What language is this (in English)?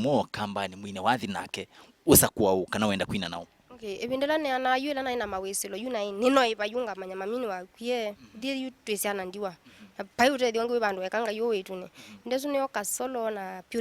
Kamba